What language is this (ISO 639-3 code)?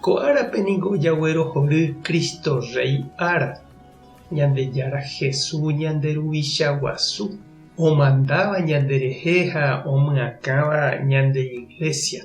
grn